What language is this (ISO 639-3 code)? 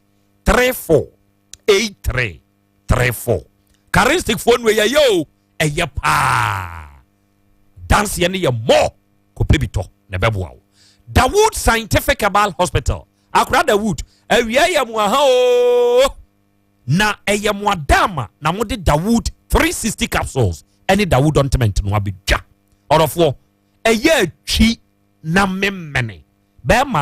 aka